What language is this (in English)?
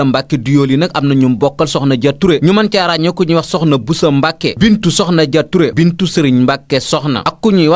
Wolof